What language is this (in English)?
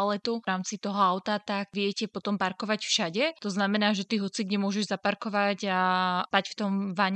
Slovak